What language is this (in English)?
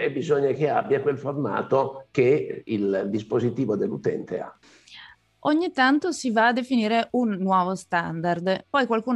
Italian